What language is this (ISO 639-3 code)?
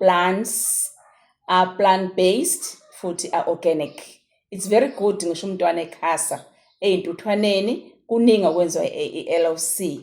zul